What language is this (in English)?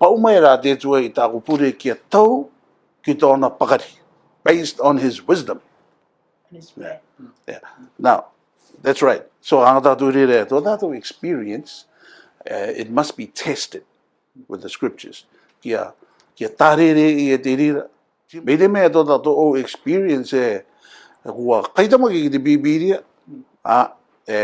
Rarotongan